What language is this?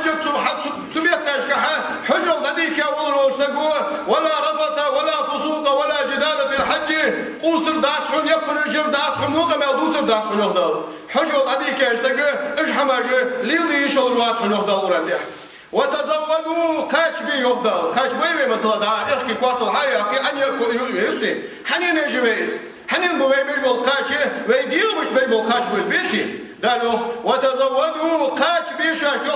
Ingush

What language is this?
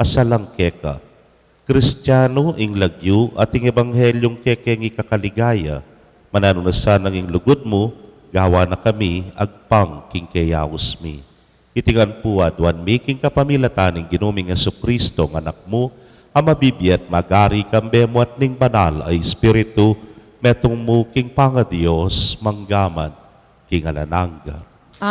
Pampanga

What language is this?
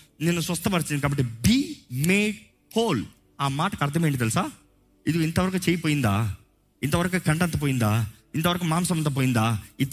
Telugu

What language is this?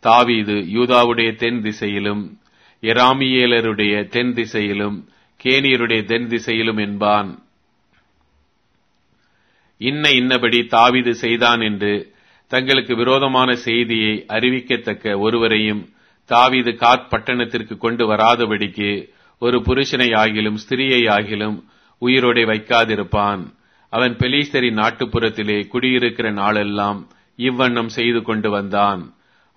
Tamil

